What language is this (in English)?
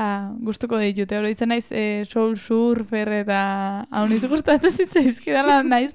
Basque